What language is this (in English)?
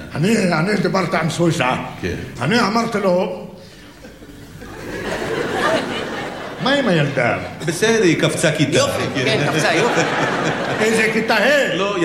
Hebrew